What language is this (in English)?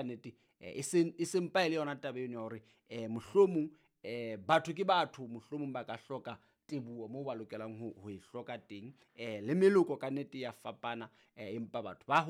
Southern Sotho